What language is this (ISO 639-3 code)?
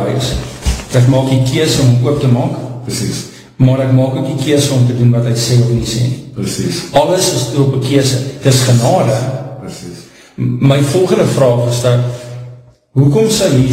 afr